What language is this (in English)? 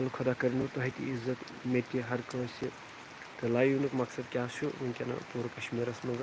Kashmiri